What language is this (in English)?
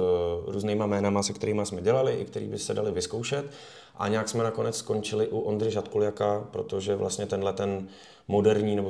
Czech